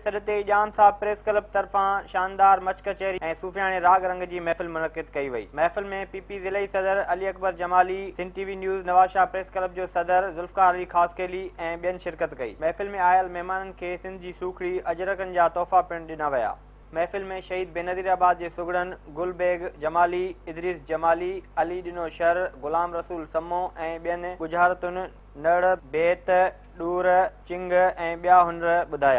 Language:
Sindhi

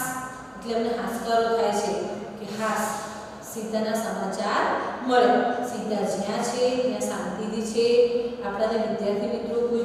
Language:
Gujarati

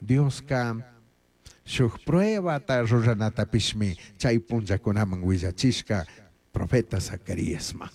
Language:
Chimborazo Highland Quichua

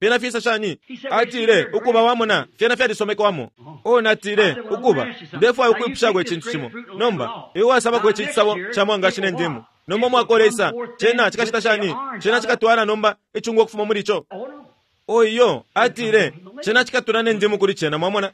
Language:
Bemba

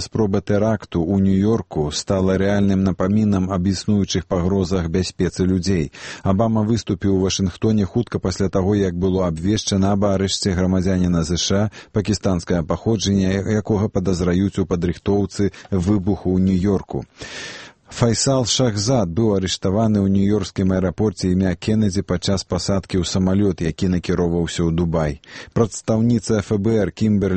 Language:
Belarusian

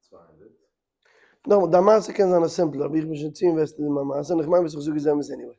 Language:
Yiddish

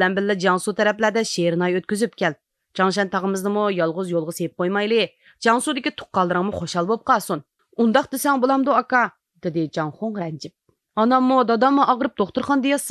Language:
Uyghur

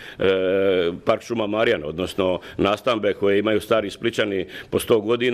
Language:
Croatian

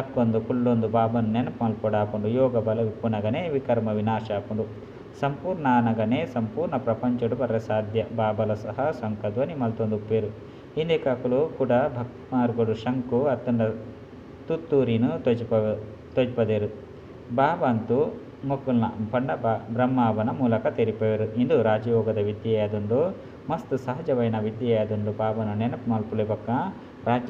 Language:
Tulu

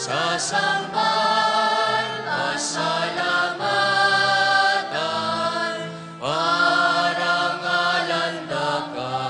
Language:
Pampanga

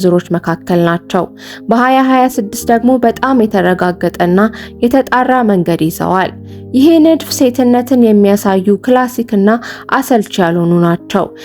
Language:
Amharic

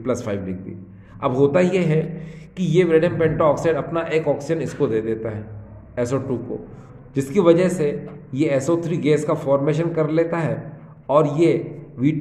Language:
Hindi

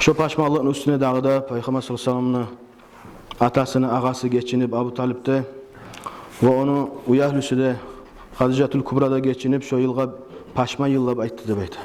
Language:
Kumyk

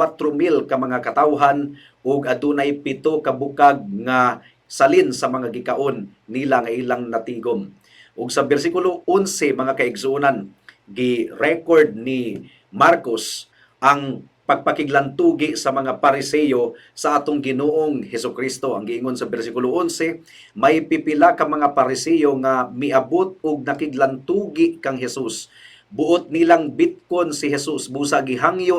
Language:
Cebuano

